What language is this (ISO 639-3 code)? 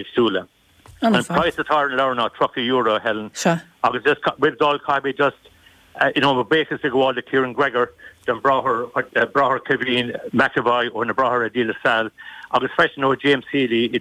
gle